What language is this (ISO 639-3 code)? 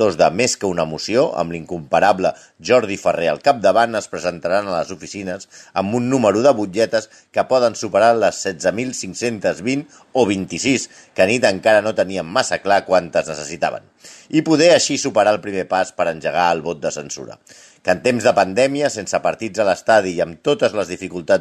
cat